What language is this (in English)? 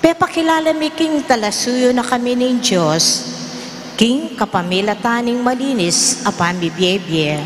Pampanga